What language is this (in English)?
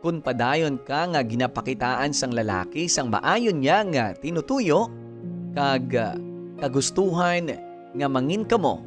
Hiligaynon